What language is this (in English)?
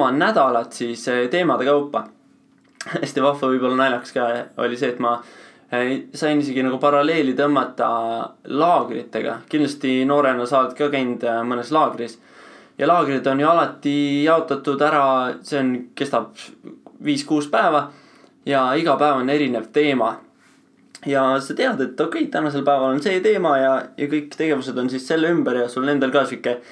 Estonian